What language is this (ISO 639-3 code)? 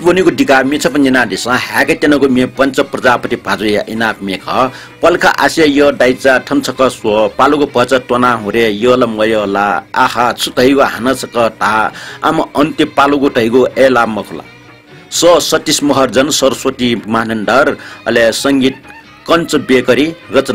new